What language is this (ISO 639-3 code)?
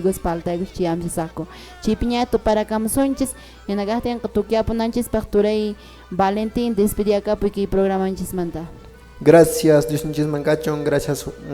que